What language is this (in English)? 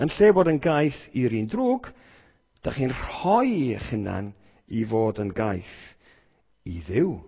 Welsh